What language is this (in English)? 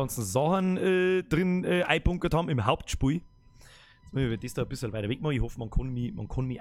Bavarian